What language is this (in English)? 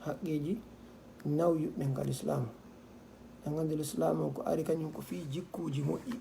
Fula